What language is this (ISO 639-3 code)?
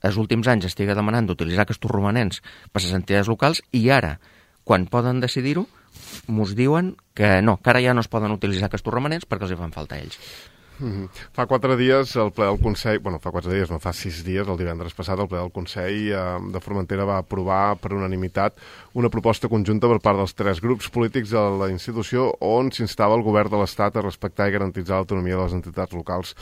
cat